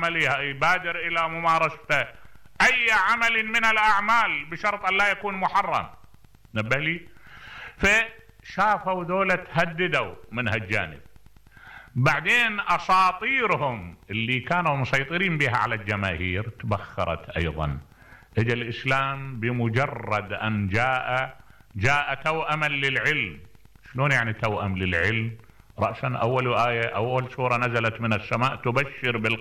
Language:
Mesopotamian Arabic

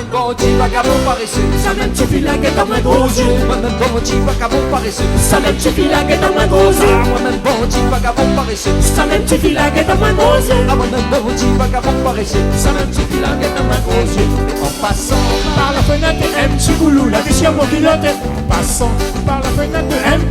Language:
Réunion Creole French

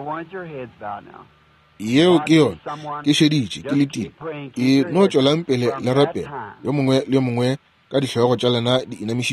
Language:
Northern Sotho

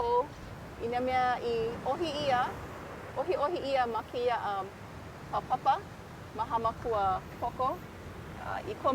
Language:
Hawaiian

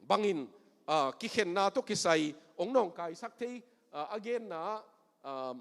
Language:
Tedim Chin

